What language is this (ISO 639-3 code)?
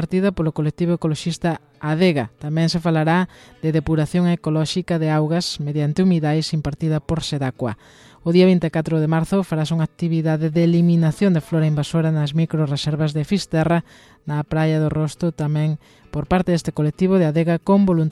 glg